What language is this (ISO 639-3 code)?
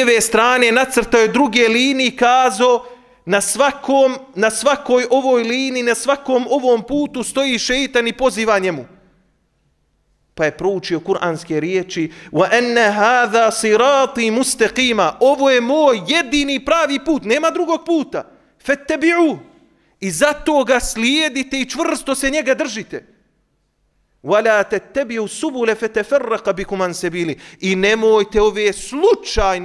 bos